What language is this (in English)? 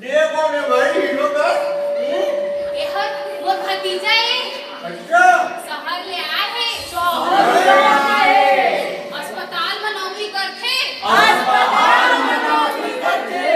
Chhattisgarhi